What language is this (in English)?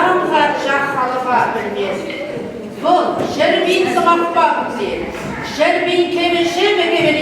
Chuvash